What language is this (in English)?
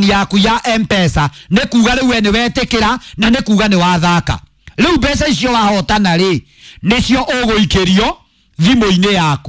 Kikuyu